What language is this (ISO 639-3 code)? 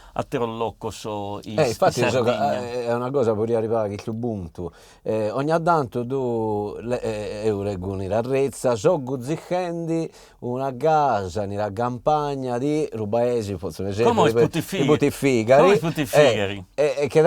srd